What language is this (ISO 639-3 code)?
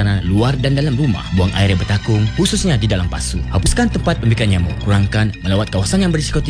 msa